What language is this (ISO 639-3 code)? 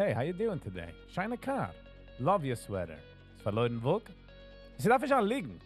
yid